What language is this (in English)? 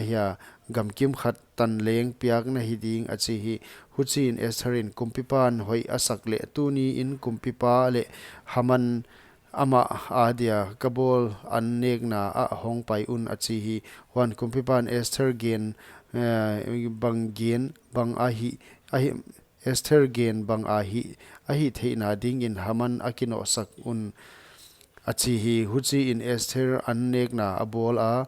Paite Chin